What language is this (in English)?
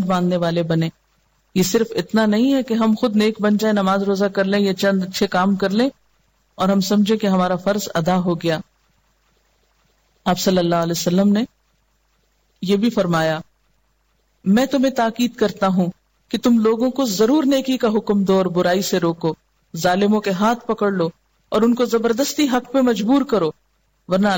Urdu